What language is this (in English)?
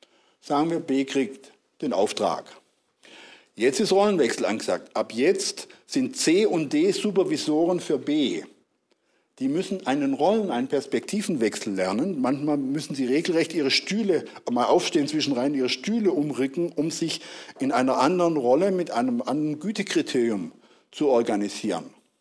German